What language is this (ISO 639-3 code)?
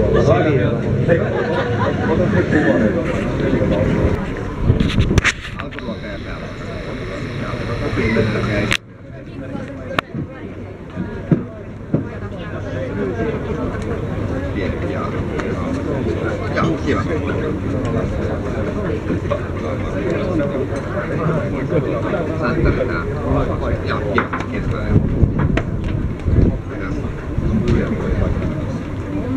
fin